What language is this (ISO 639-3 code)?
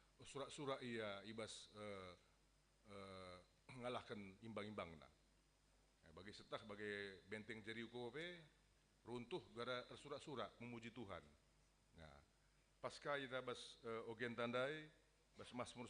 btx